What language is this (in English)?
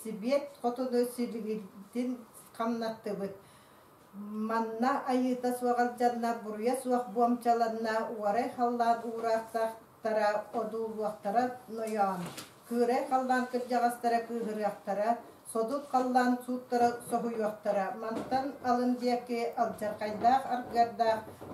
Yakut